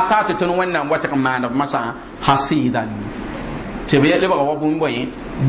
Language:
Mossi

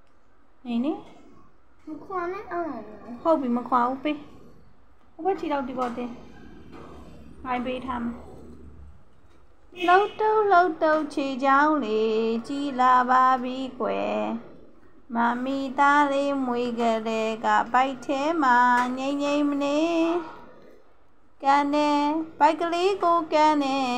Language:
Burmese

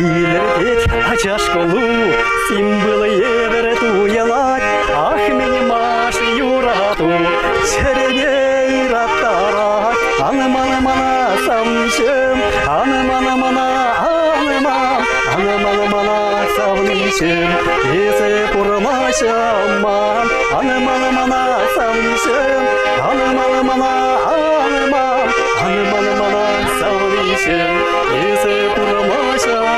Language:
Chuvash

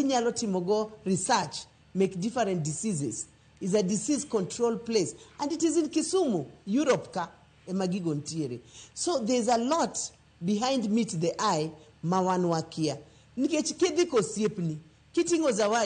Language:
Luo (Kenya and Tanzania)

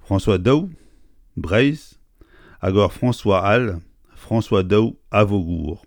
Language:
Breton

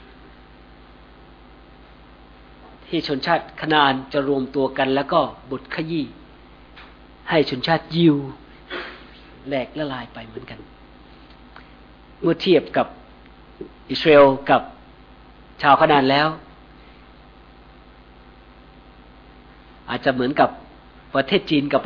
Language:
Thai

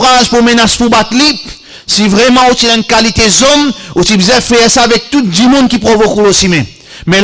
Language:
Morisyen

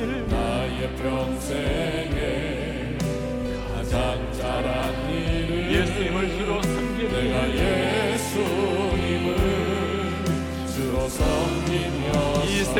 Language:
Korean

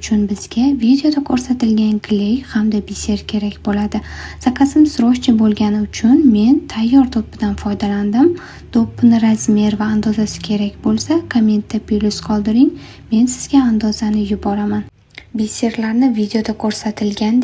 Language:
Uzbek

